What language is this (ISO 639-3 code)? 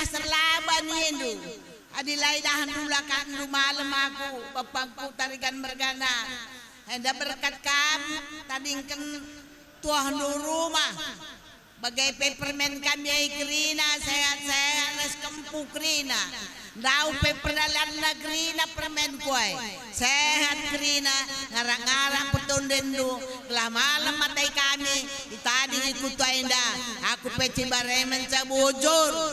btx